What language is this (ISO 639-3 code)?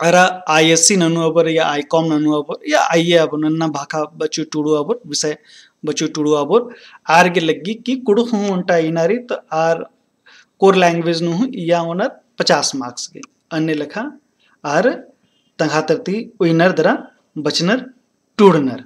kru